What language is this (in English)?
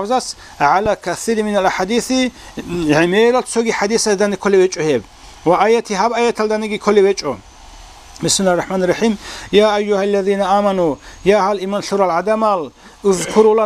Avaric